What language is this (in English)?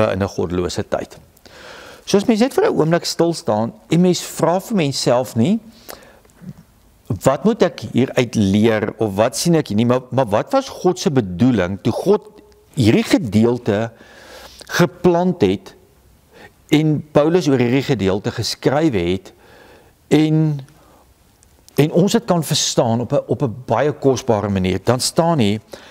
Afrikaans